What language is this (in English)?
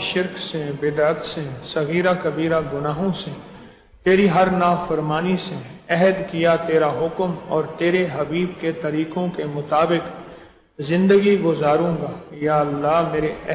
Urdu